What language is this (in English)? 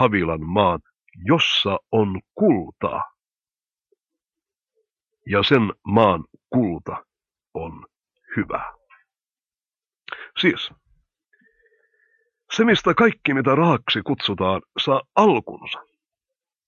Finnish